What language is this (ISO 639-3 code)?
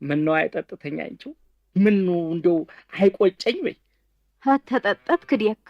amh